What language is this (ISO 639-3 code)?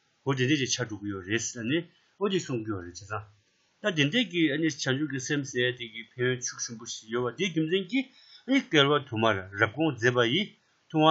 bod